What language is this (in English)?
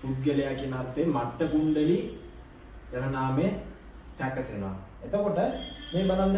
Sinhala